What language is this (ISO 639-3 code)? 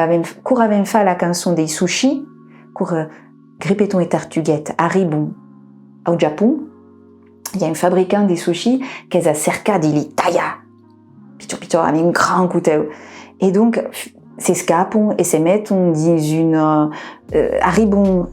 oci